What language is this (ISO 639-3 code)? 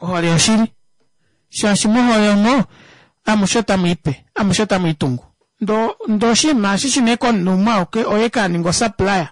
kua